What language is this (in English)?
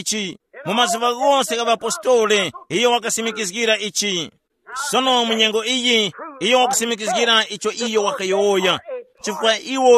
Tumbuka